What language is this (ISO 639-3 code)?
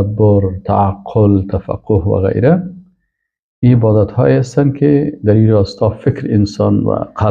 fas